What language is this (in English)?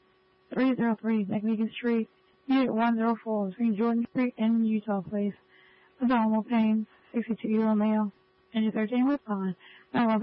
English